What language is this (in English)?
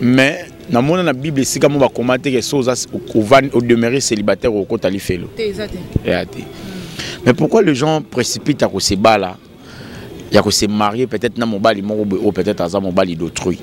Lingala